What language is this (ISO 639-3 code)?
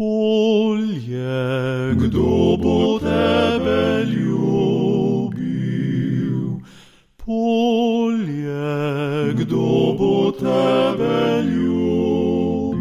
slv